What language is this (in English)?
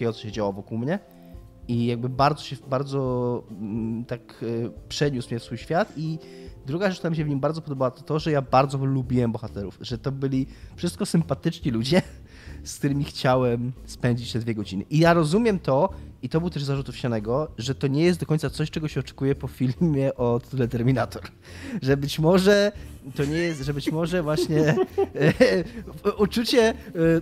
Polish